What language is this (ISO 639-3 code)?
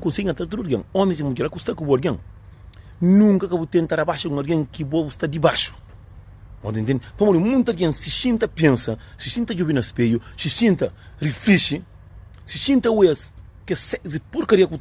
kea